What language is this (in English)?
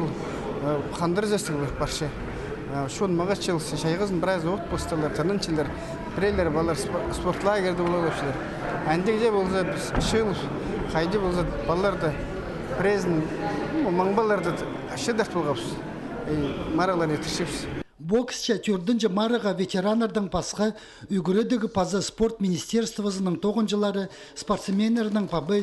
Khakas